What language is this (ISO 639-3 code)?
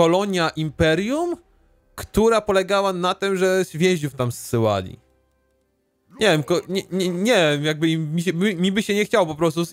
pol